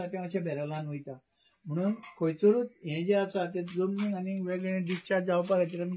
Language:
Konkani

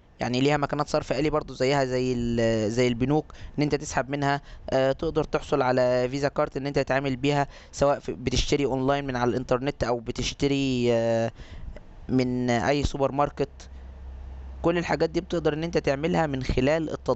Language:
Egyptian Arabic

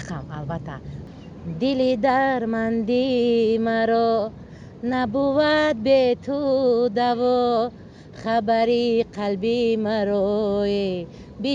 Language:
Tajik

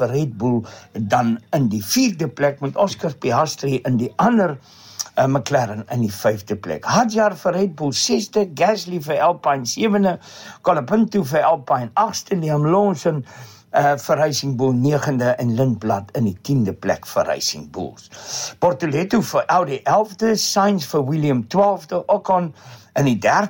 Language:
Afrikaans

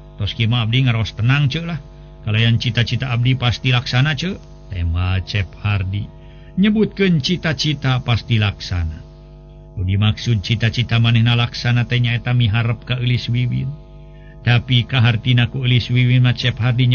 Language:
Sundanese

